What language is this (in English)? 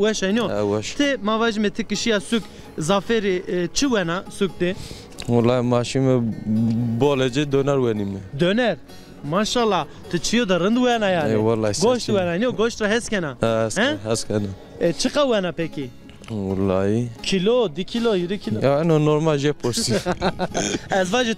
Zaza